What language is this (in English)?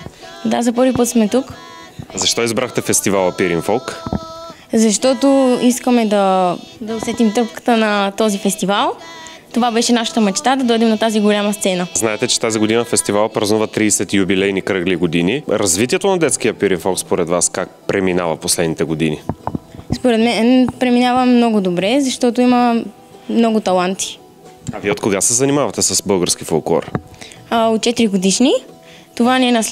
Bulgarian